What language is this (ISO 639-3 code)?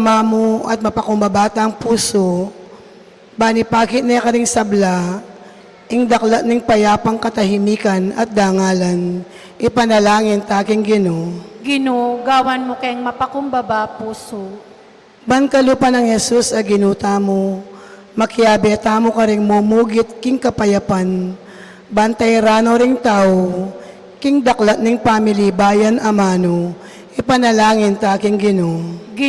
pam